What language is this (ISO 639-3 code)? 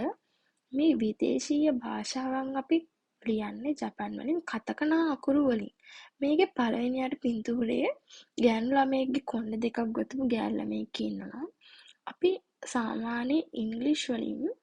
sin